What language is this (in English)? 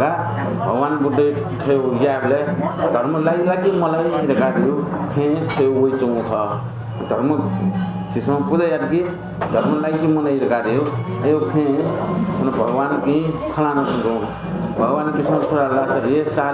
Newari